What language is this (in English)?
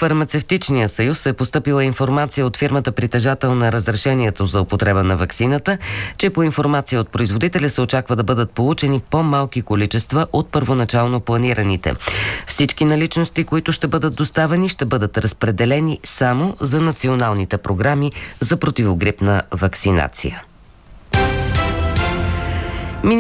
Bulgarian